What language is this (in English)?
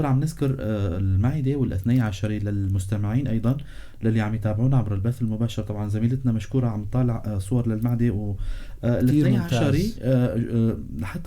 North Levantine Arabic